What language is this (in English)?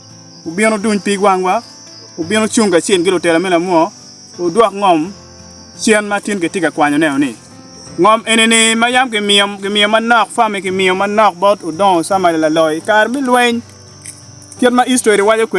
Acoli